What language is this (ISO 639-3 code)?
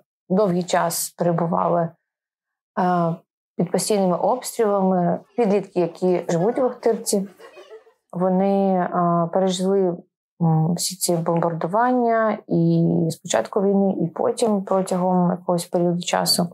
ukr